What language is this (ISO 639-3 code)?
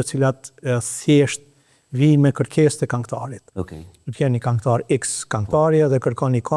sqi